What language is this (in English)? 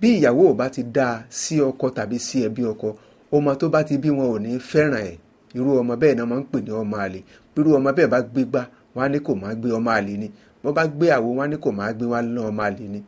Yoruba